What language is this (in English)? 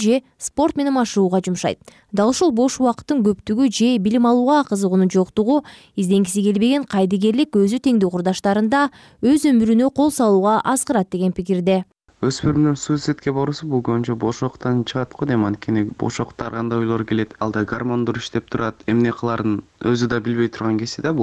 Kyrgyz